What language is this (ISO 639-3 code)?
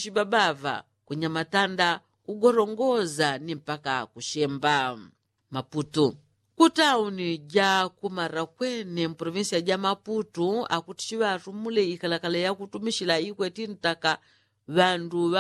yao